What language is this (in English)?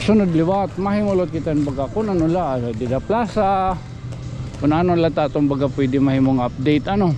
Waray